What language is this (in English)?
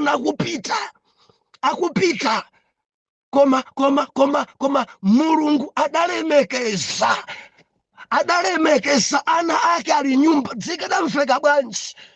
Nyanja